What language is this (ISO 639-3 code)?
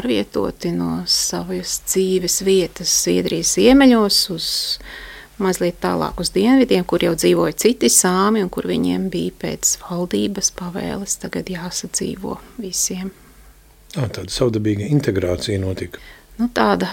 lav